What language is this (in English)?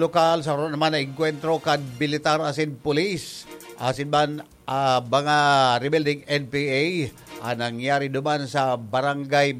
Bikol